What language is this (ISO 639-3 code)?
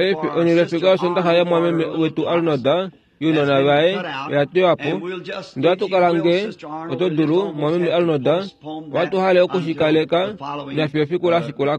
kua